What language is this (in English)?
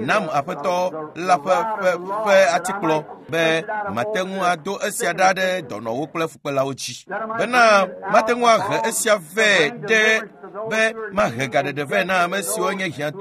Ewe